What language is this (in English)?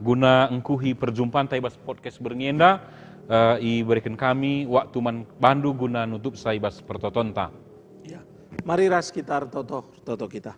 Batak Karo